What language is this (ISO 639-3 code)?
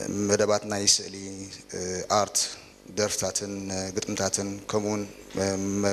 tir